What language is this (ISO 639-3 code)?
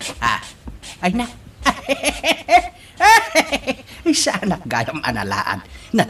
ilo